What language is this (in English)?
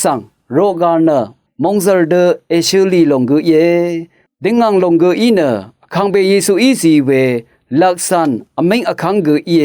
Rawang